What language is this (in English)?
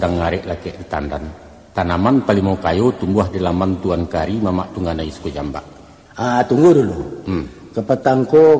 Minangkabau